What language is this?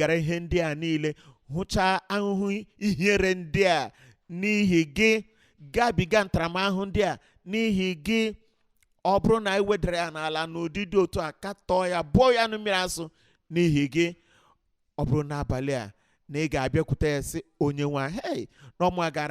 Igbo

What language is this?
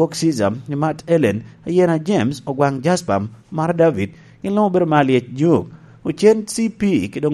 Lango (Uganda)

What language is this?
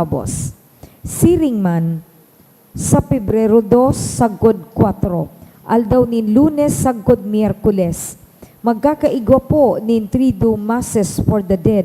Bikol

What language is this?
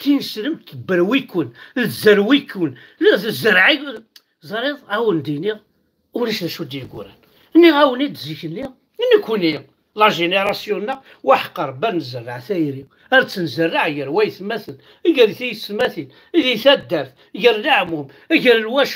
Kabyle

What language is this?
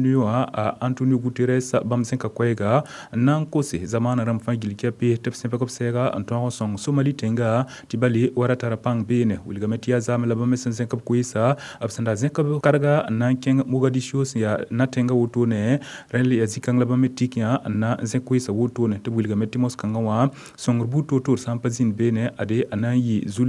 Mossi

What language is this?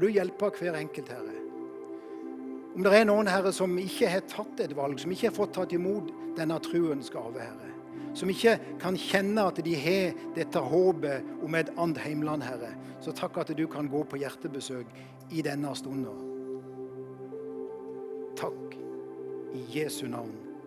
Norwegian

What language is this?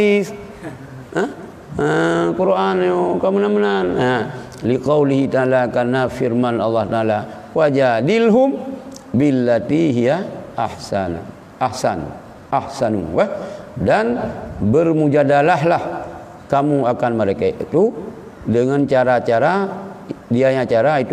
Achinese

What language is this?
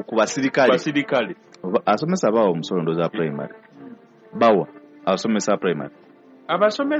Ganda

